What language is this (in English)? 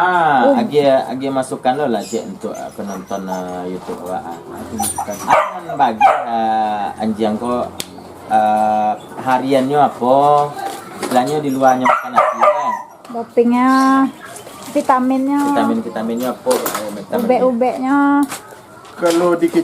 Minangkabau